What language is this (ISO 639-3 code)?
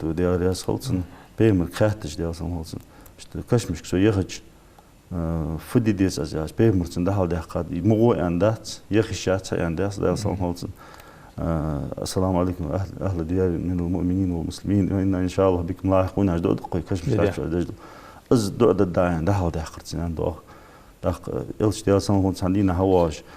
inh